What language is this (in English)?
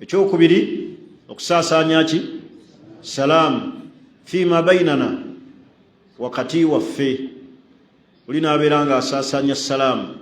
Ganda